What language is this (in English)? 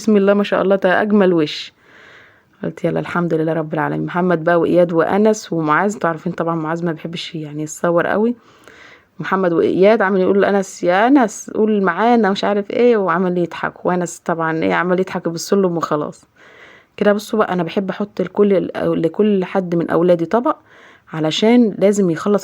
Egyptian Arabic